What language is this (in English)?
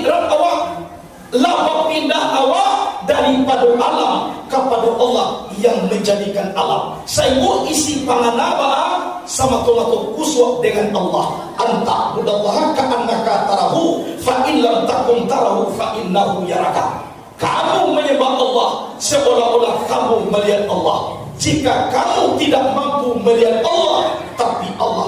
Minangkabau